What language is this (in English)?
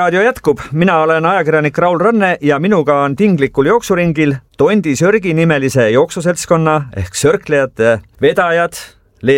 Estonian